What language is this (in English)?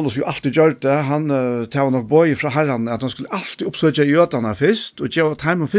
Faroese